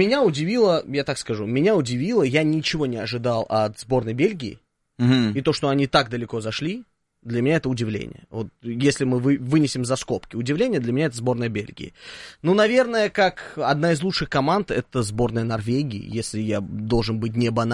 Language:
Russian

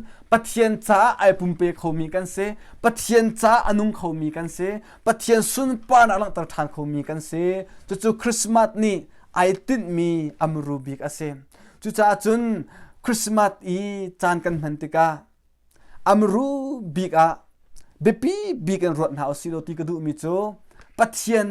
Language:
Hakha Chin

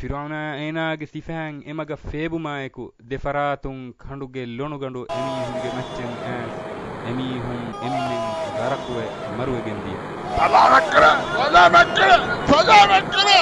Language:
Divehi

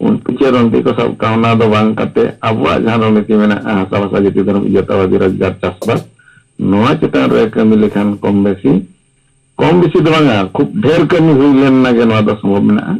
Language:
Santali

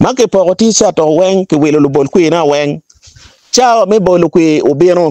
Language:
Acoli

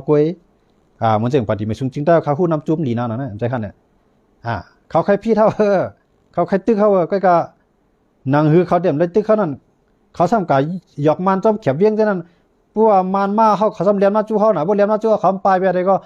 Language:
Shan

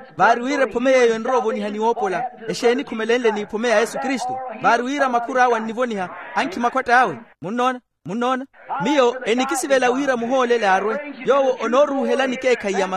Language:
Makhuwa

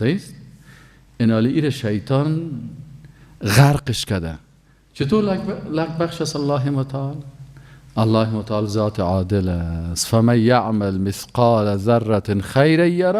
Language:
Persian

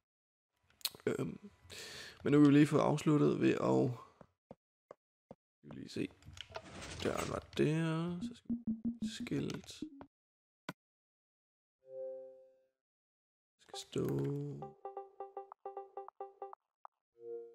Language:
Danish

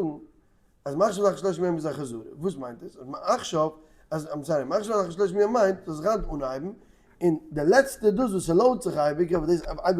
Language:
Yiddish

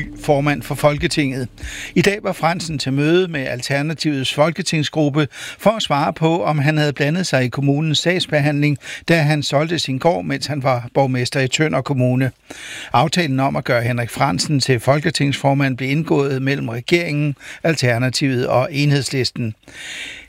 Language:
Danish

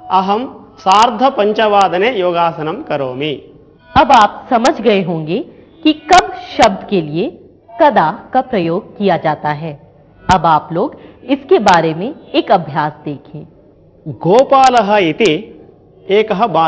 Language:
Sanskrit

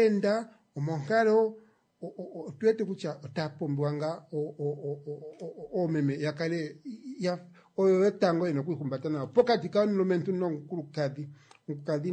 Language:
Kuanyama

